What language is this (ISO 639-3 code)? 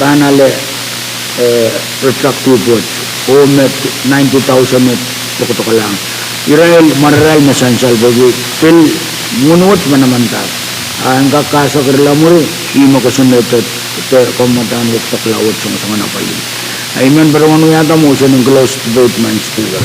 pon